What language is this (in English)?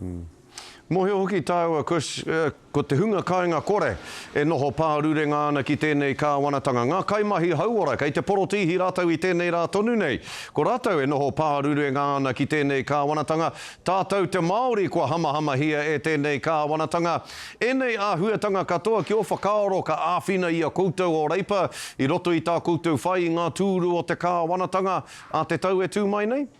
Māori